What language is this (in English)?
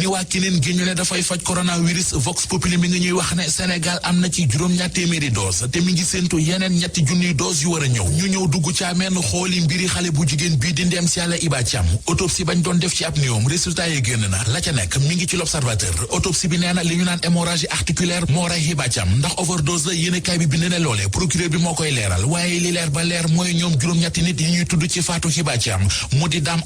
Wolof